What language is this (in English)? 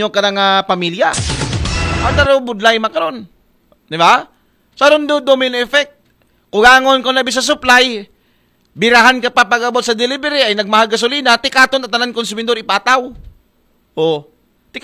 Aklanon